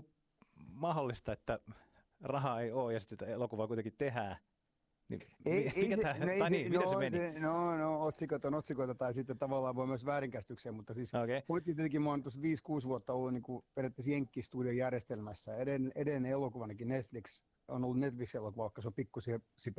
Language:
Finnish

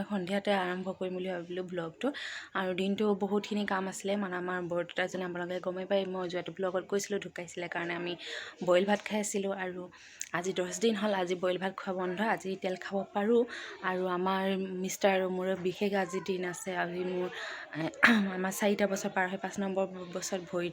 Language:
Assamese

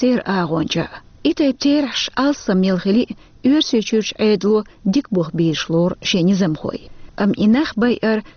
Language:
Chechen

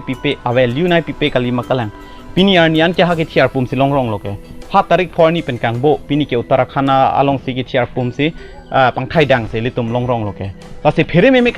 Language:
Karbi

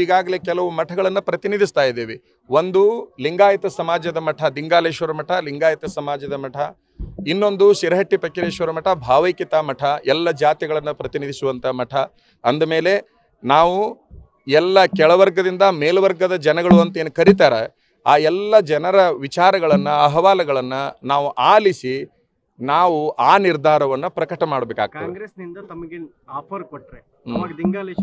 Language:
Kannada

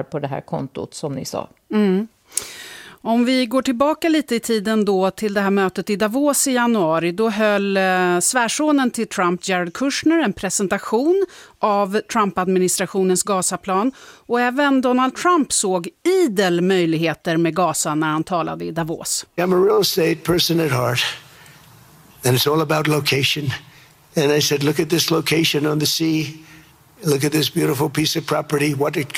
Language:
Swedish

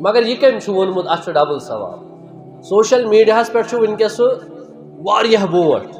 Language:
Kashmiri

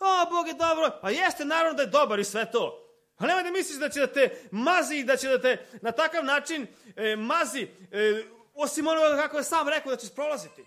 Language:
Serbian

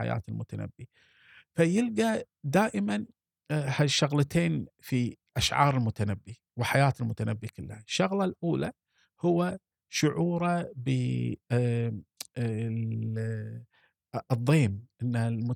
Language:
Gulf Arabic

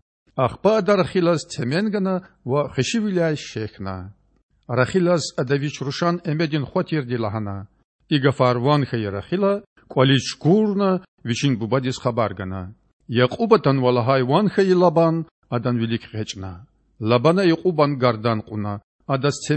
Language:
Lezghian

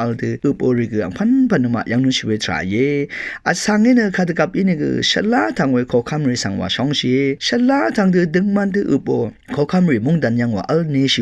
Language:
Rawang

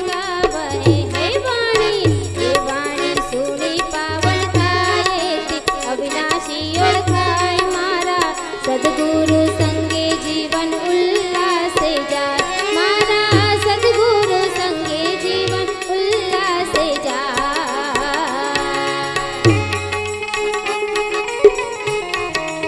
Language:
Gujarati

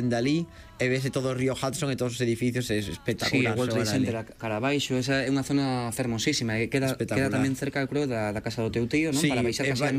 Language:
Galician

